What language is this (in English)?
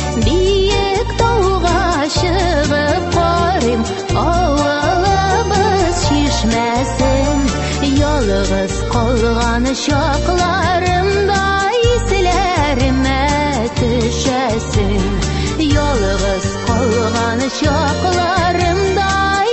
Tatar